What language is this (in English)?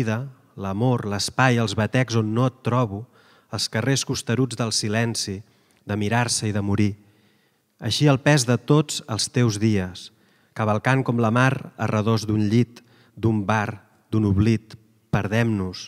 Catalan